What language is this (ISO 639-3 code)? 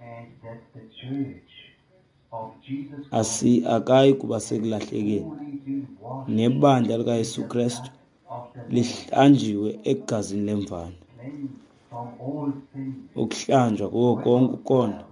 xho